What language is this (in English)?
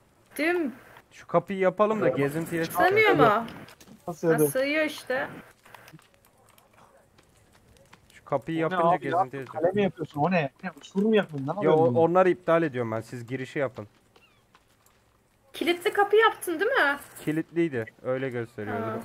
Turkish